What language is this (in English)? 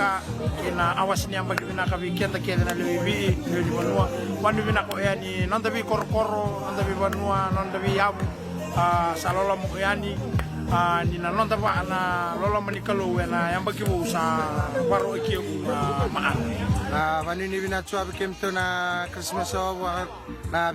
Fijian